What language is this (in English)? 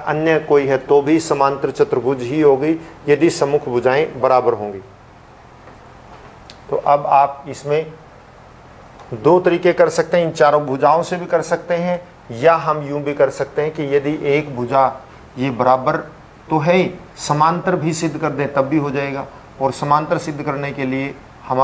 Hindi